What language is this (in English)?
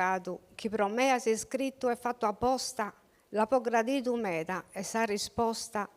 Sardinian